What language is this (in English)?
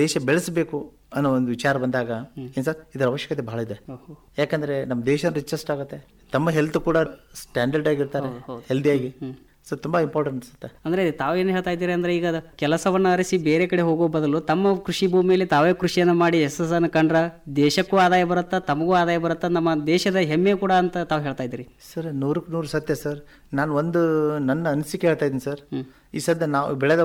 Kannada